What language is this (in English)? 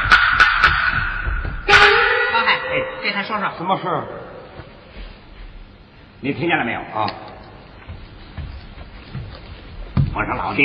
Chinese